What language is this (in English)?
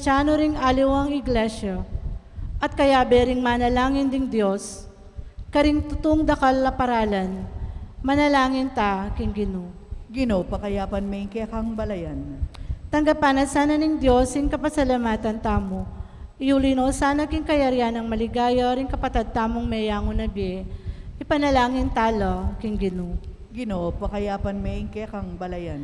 Pampanga